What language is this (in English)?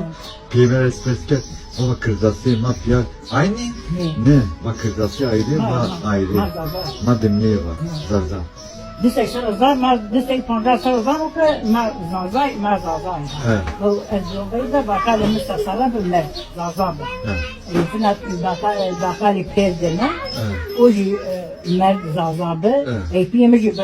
Zaza